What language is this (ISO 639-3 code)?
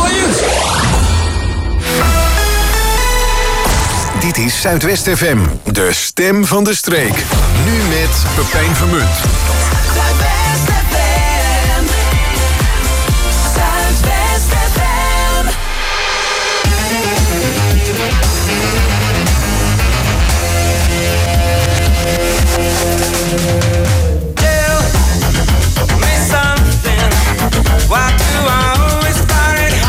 nld